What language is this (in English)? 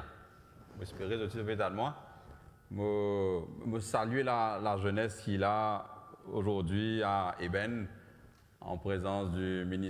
Morisyen